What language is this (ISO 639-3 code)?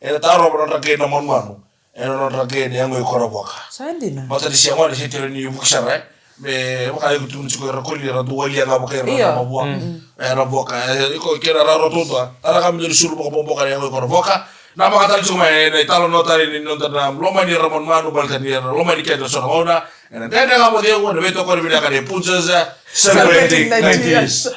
fij